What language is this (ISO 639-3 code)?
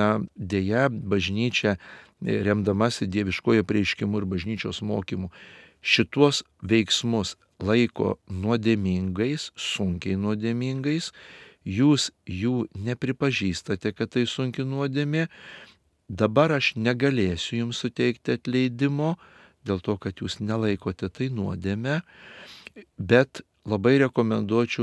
lit